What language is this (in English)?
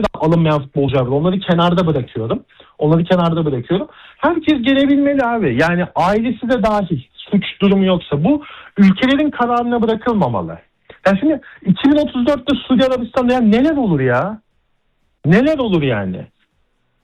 Turkish